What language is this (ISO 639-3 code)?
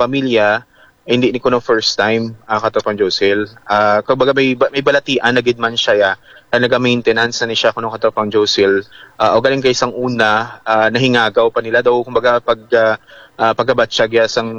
hil